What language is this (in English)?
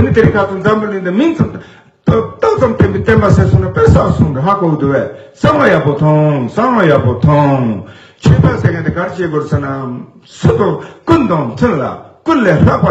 Tibetan